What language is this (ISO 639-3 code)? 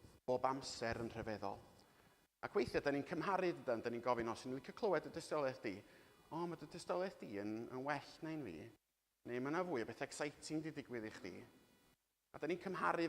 cym